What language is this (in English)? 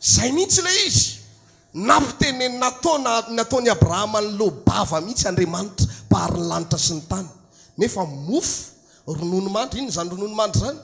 Malagasy